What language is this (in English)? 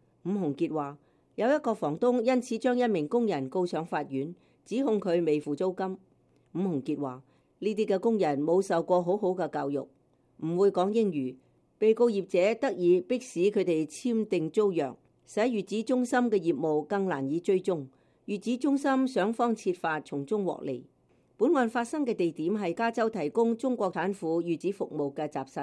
Cantonese